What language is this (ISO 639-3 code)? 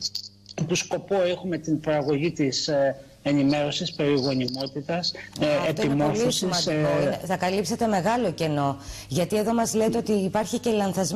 ell